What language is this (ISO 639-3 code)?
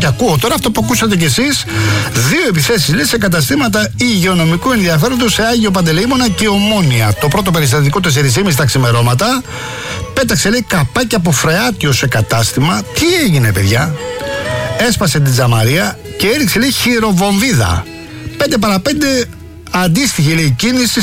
ell